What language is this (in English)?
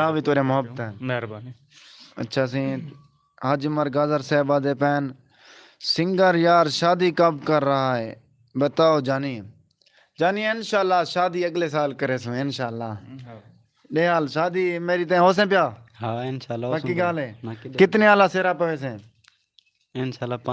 Saraiki